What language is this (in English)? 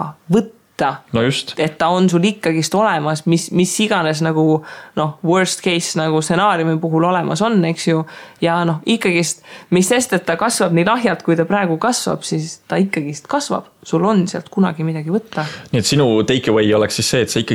Estonian